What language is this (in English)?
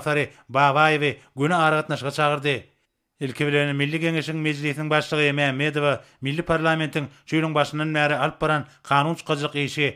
Turkmen